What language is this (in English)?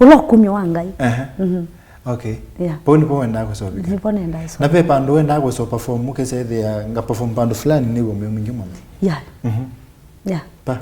Kamba